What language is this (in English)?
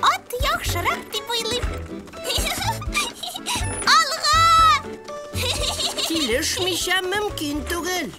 Tatar